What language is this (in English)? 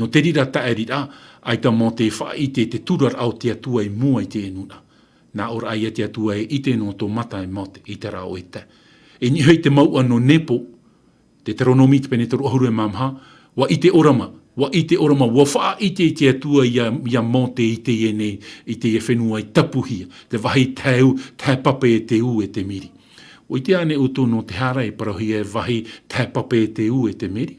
Tahitian